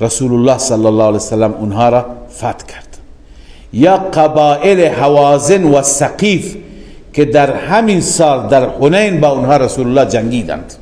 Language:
Persian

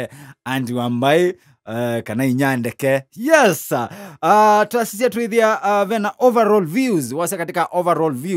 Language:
Kamba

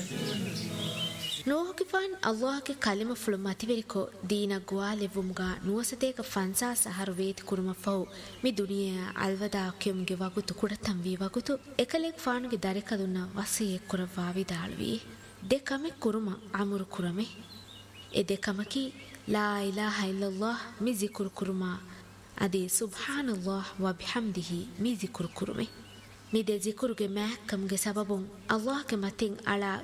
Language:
Divehi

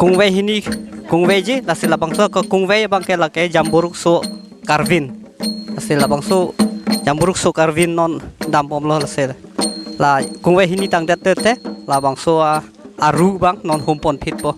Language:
Karbi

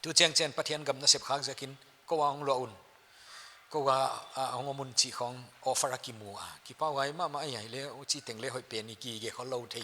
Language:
Paite Chin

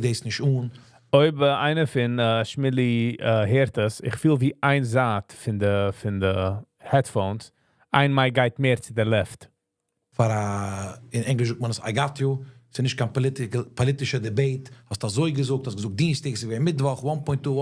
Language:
Yiddish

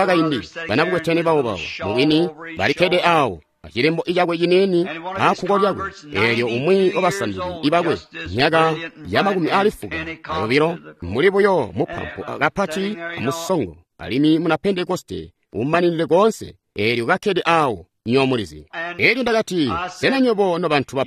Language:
Tonga (Zambia)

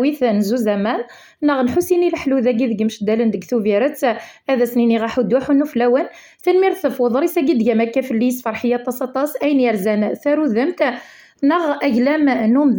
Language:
Kabyle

